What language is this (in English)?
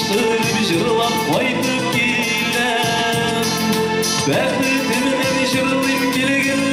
Bashkir